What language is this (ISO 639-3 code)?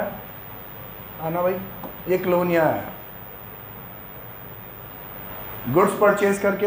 hin